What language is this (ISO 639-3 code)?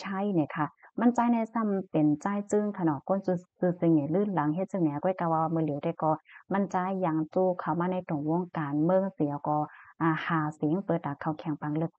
shn